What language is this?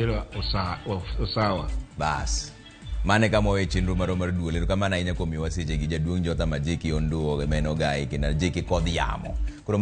Luo (Kenya and Tanzania)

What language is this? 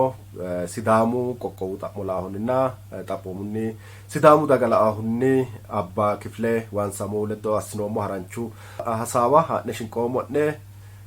Sidamo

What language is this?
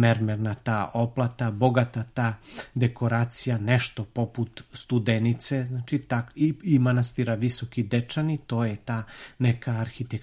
Serbian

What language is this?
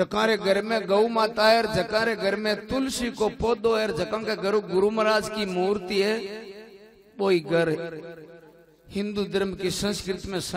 Hindi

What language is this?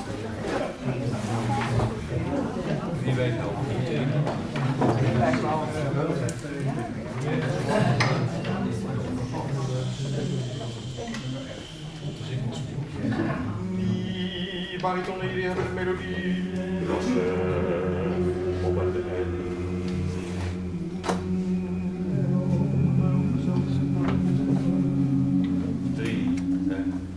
Dutch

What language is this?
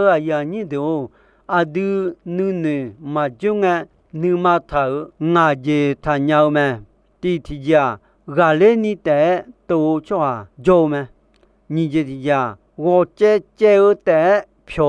Akha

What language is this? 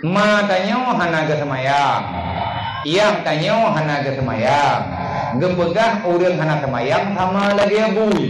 Achinese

